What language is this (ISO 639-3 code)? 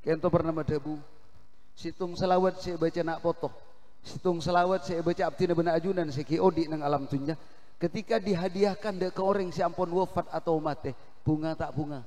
mad